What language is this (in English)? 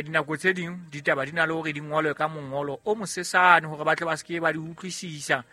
Southern Sotho